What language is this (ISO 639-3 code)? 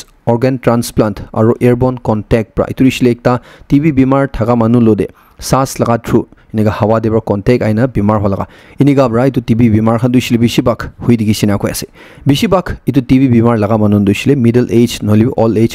nag